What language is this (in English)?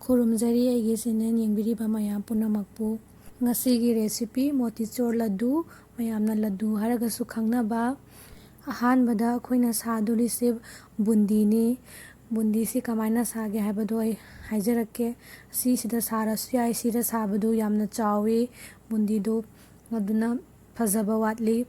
Manipuri